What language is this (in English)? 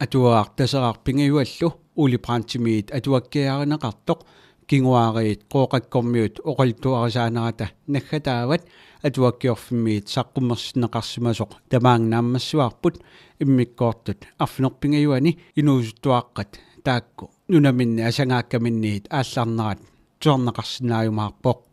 Kalaallisut